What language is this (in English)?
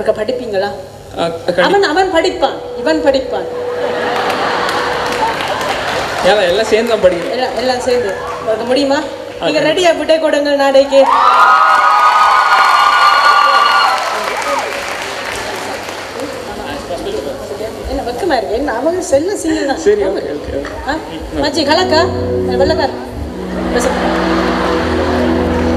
Tamil